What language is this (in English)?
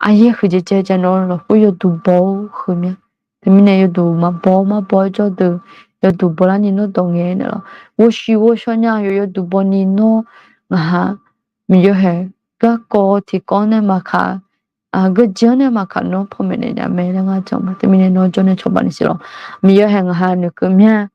Akha